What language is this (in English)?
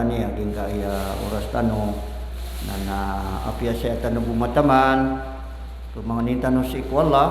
Maranao